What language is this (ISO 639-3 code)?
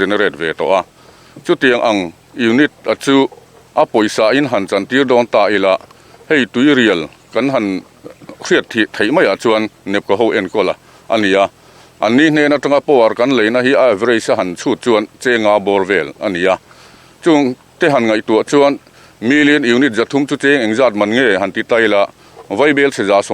lus